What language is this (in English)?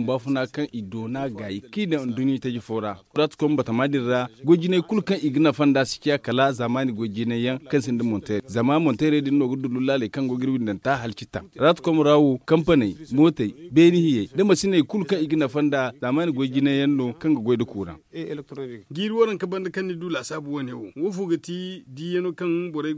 Zarma